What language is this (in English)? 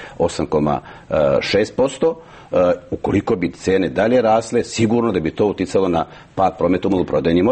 Serbian